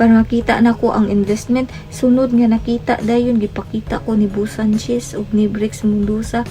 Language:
Cebuano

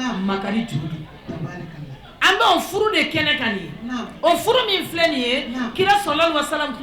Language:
Bambara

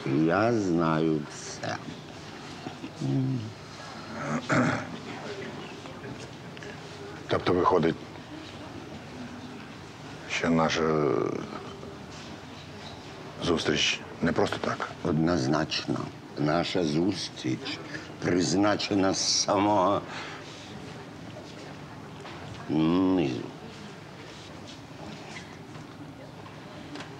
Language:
Ukrainian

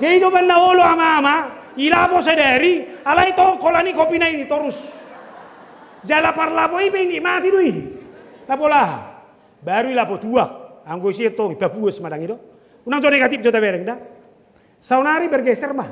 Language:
Batak Toba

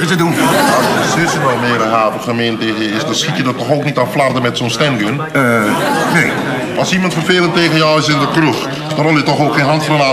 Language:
Dutch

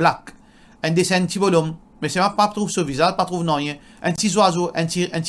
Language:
Morisyen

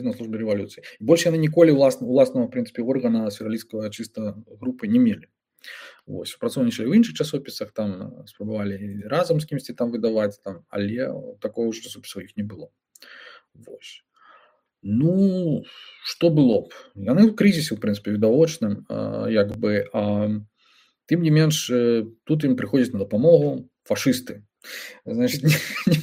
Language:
Belarusian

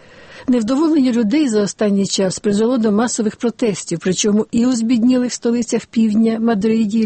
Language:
Ukrainian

